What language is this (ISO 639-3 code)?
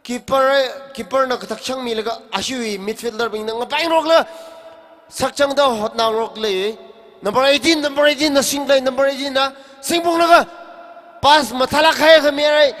nmf